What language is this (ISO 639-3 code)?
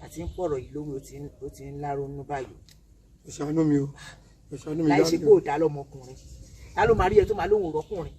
yor